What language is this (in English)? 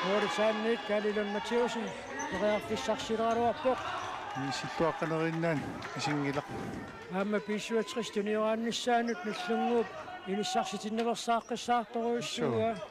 Kalaallisut